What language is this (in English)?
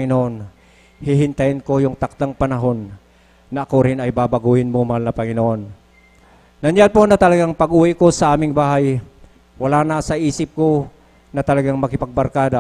Filipino